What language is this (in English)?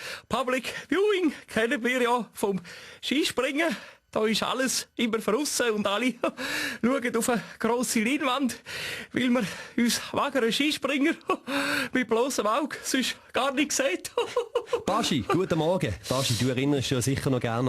Swiss German